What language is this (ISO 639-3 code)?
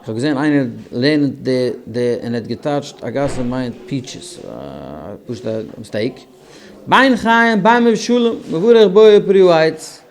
yid